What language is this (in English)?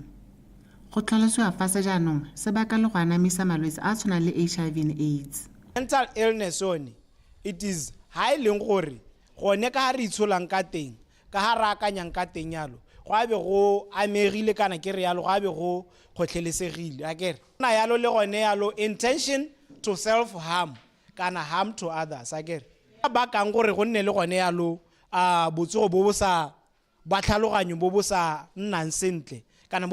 Tswana